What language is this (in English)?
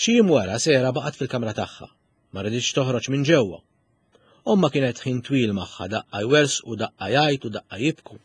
Maltese